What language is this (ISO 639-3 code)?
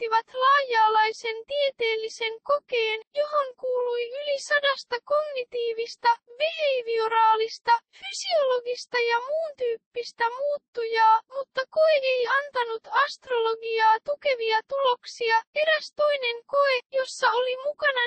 fin